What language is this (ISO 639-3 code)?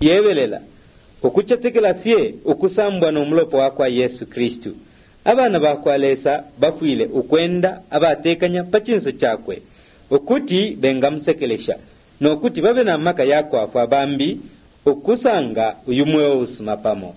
bem